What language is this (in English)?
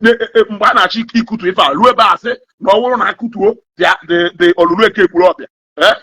Igbo